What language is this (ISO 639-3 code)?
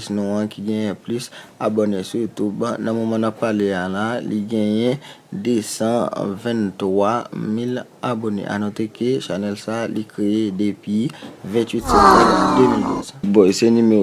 hat